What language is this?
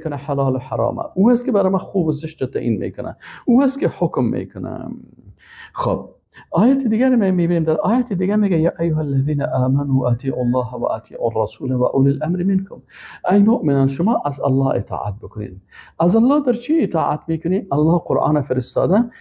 Persian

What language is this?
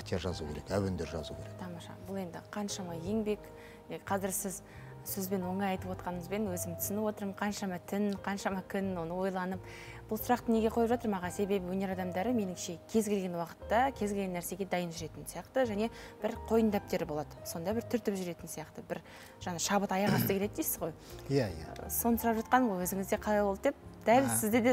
Kazakh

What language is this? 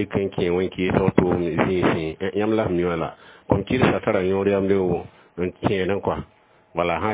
Mossi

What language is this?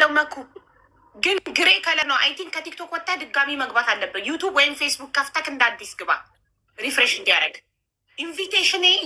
Amharic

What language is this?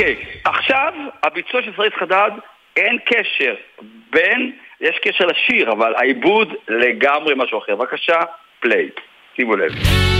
Hebrew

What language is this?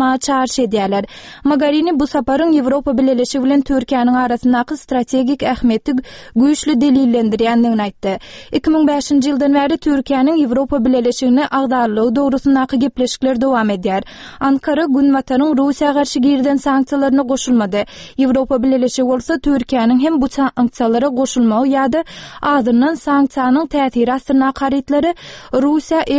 Turkmen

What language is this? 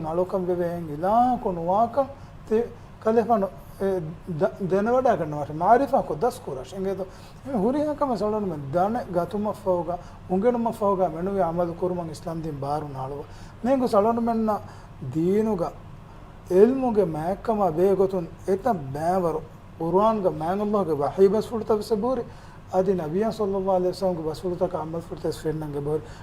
Divehi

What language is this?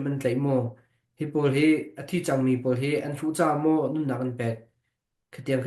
Hakha Chin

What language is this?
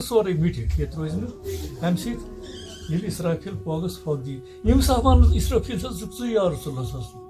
Kashmiri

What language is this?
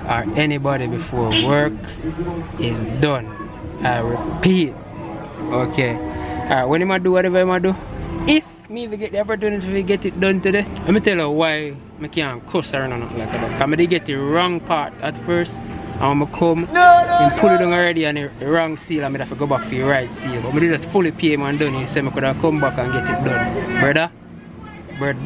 Jamaican Creole English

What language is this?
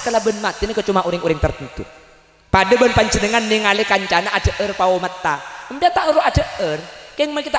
Madurese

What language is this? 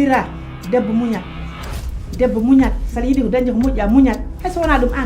Fula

